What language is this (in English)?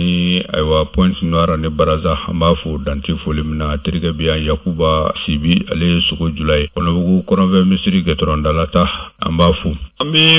Bambara